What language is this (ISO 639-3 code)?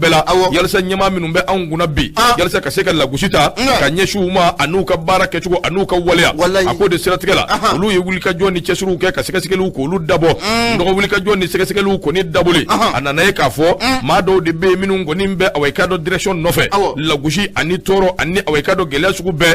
bam